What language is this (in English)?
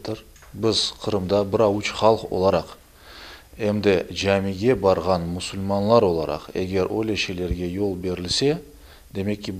Crimean Tatar